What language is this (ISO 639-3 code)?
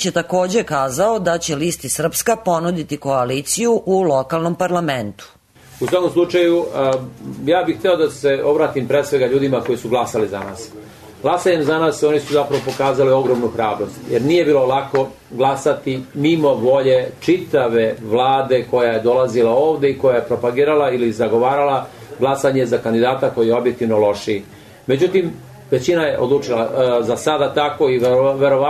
srp